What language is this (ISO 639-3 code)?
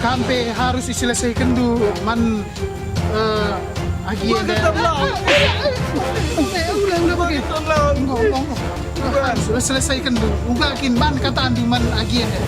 btx